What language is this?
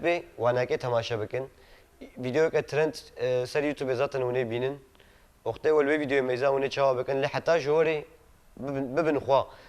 Kurdish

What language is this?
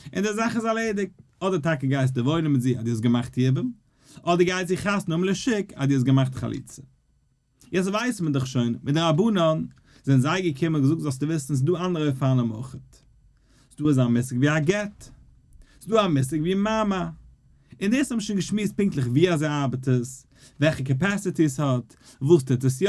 Yiddish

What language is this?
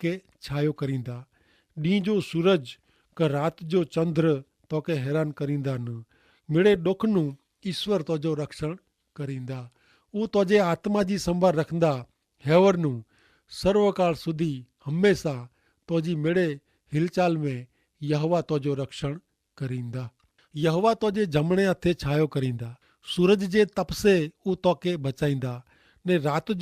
Kachhi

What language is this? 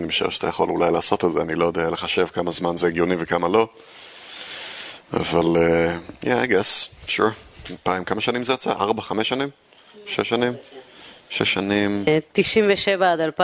Hebrew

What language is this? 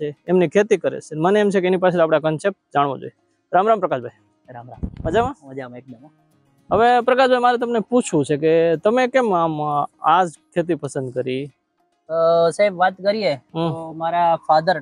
Gujarati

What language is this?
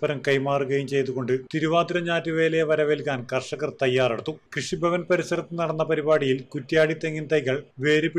Malayalam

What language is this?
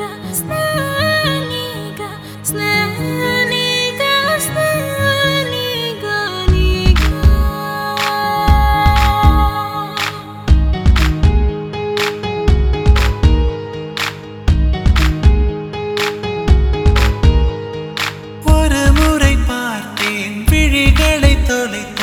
Tamil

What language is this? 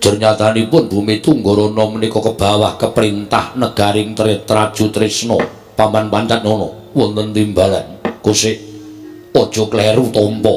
Javanese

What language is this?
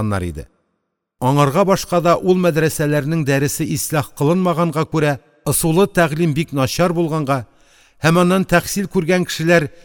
Tatar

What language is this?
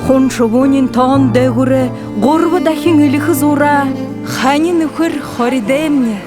Buriat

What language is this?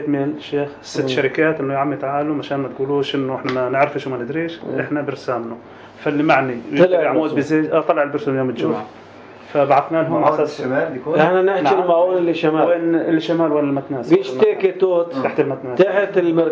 North Levantine Arabic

